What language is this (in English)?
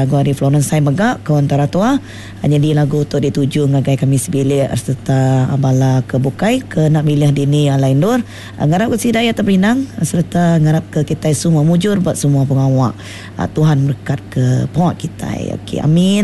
Iban